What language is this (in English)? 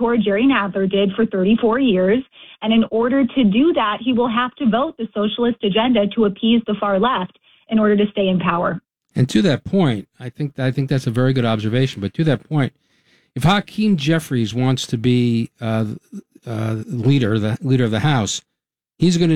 English